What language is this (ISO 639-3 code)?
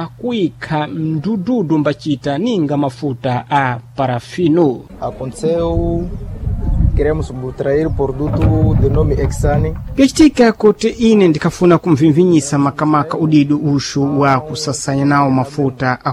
seh